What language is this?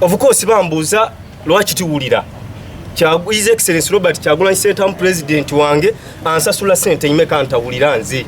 Ganda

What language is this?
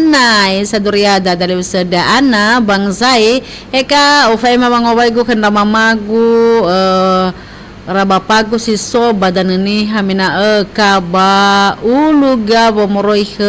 Nias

